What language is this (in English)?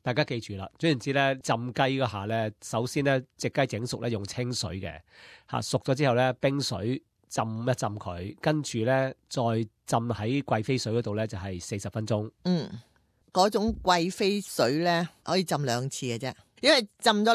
Cantonese